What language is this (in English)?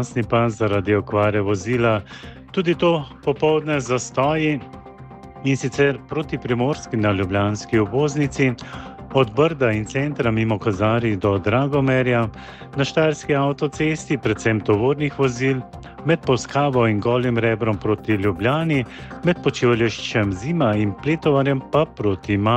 Slovenian